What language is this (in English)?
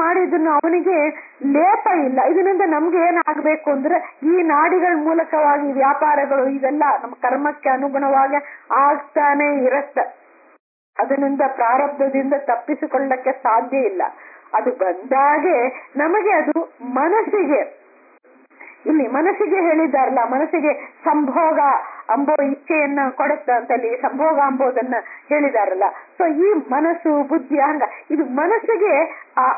Kannada